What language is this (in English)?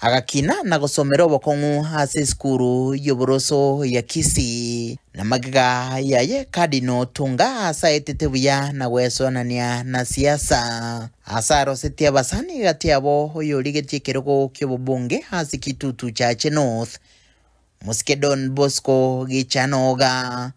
Gusii